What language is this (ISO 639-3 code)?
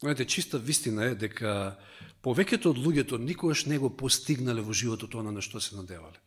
mkd